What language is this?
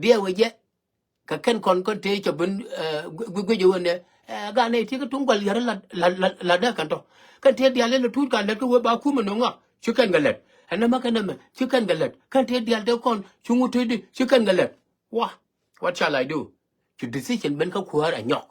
Nuer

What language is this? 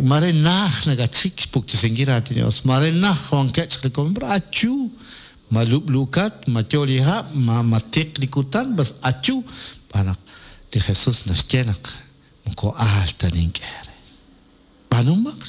Kekchí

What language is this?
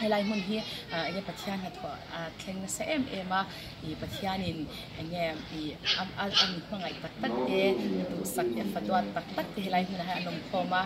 Mizo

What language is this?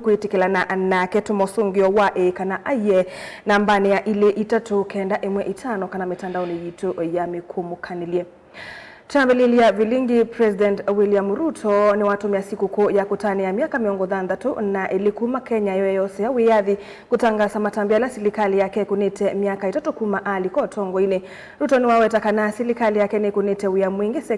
Kamba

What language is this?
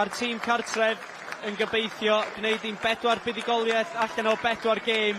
Welsh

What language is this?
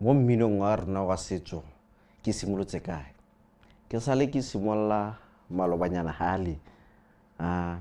Tswana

